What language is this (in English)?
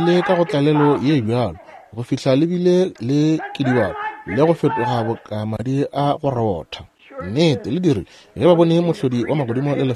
Northern Sotho